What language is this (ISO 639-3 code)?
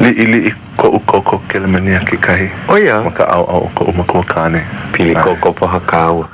haw